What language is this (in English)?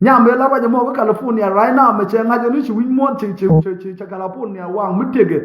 Nuer